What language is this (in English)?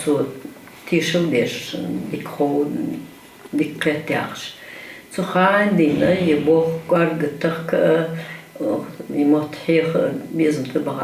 Ingush